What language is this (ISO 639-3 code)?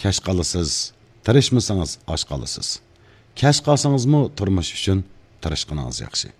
uig